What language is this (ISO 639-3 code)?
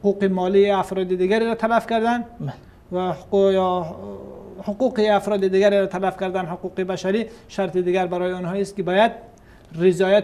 fas